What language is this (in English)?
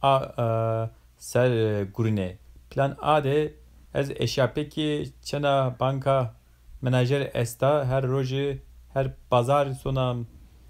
Zaza